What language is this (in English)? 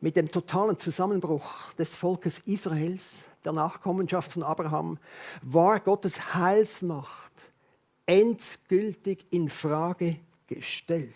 Swiss German